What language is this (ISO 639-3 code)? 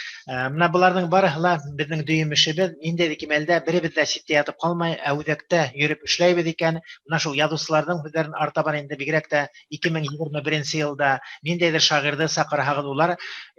bak